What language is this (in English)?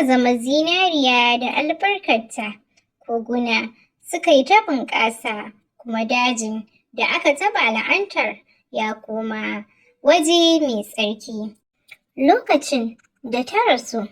Hausa